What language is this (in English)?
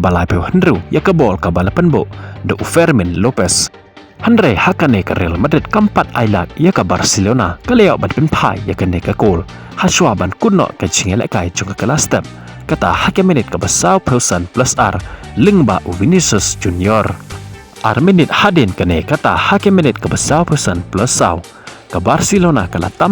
Khasi